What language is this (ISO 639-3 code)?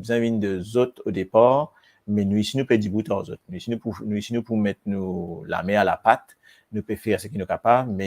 mfe